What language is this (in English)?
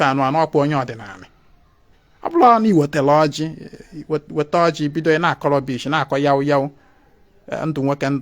Igbo